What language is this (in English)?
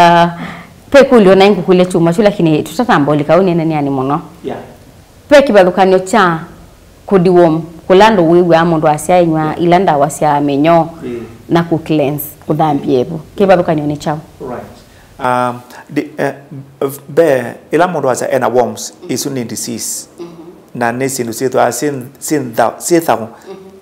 Kamba